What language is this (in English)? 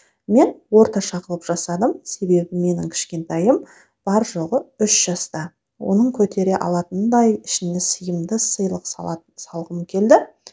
Kazakh